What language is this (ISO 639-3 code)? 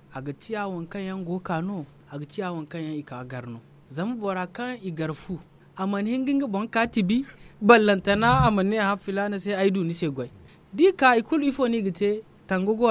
dje